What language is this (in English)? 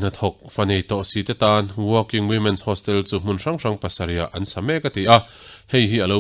Mizo